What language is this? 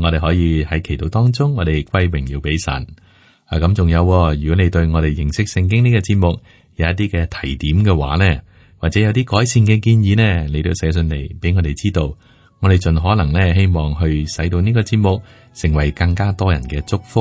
Cantonese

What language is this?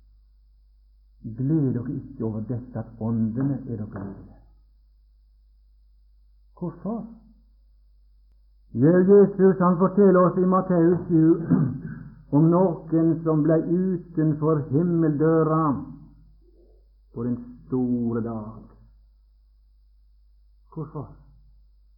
Norwegian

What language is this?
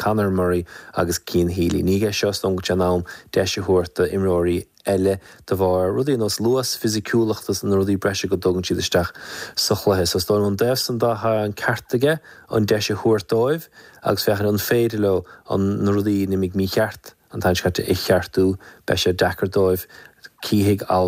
Irish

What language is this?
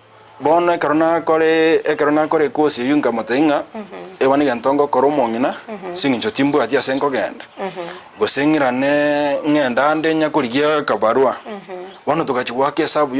Gusii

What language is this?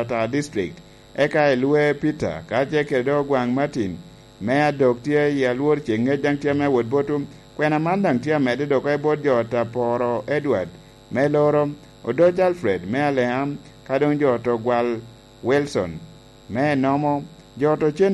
Lango (Uganda)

